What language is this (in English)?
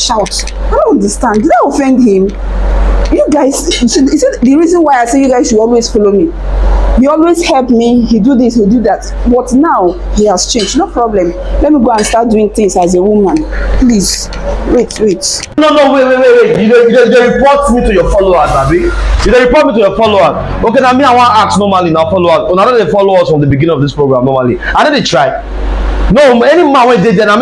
Nigerian Pidgin